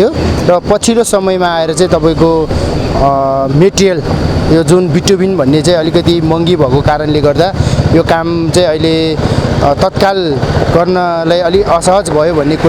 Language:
Nepali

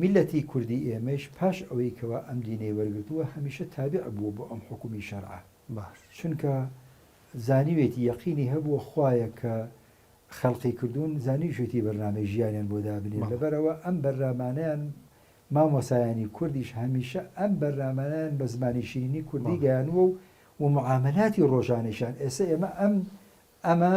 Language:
Central Kurdish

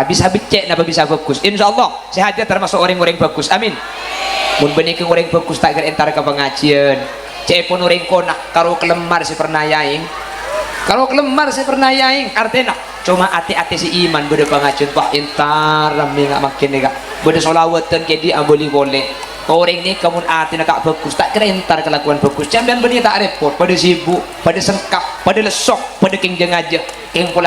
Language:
Madurese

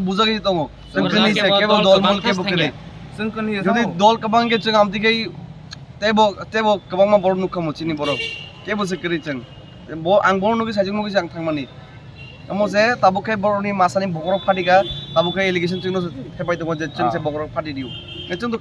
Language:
Kok Borok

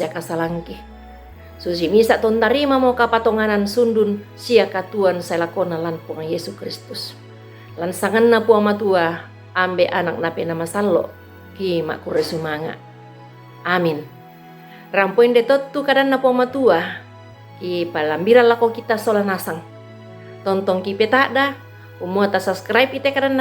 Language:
Toraja-Sa'dan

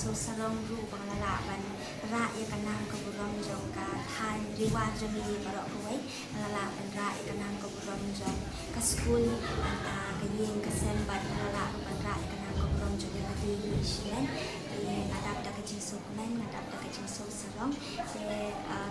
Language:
Khasi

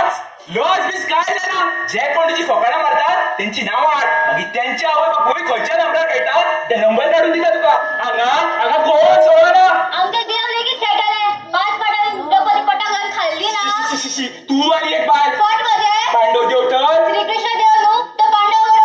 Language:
Konkani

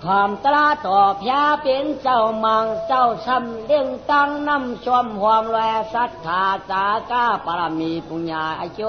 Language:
Shan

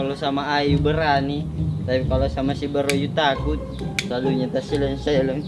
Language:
Buginese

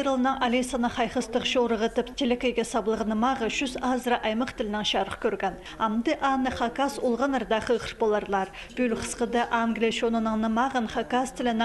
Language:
Khakas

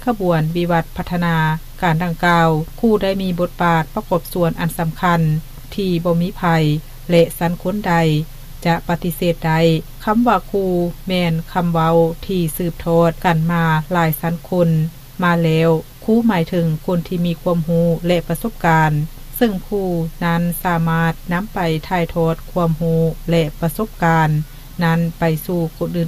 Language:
Lao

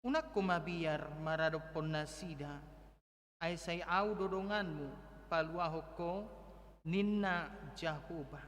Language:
Batak Toba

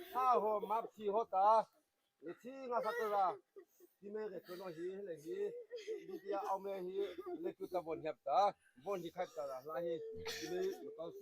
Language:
Mara Chin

